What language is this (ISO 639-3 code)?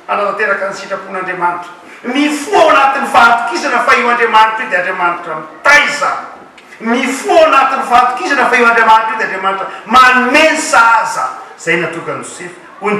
mlg